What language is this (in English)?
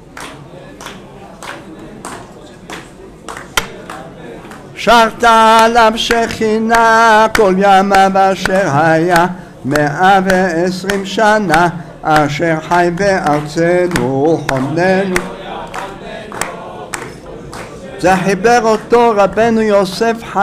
Hebrew